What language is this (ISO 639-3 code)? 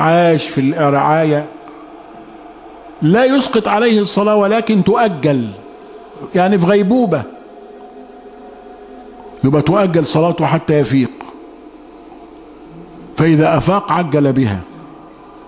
ara